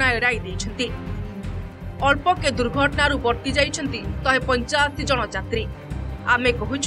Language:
Odia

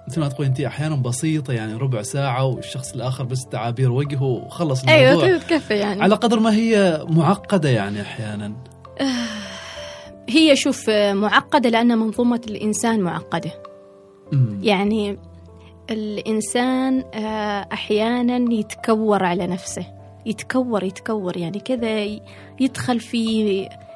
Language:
Gulf Arabic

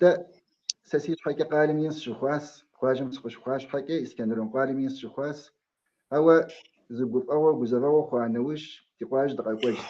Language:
Kabardian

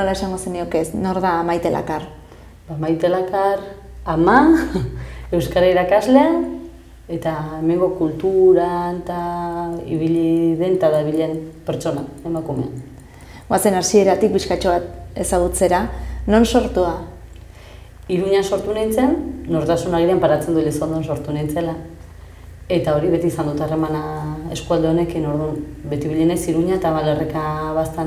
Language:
Basque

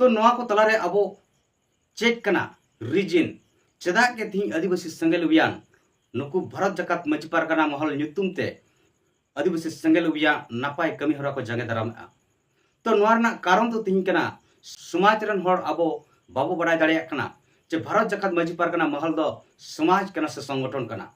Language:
Santali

